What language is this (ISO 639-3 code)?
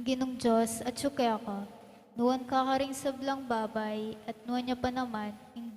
pam